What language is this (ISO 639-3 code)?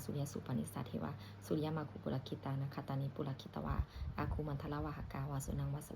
pli